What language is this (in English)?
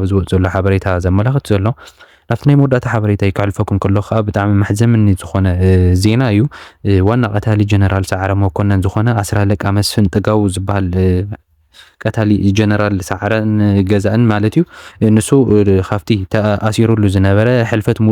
Tigrinya